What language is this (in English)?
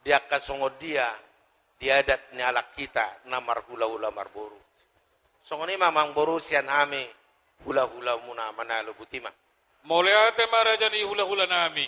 Batak Toba